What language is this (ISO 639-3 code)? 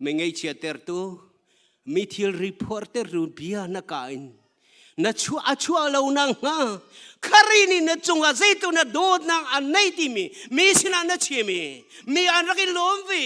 cnh